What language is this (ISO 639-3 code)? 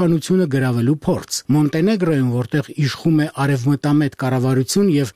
hye